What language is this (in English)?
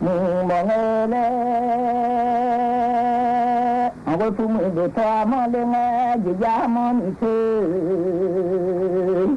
Akha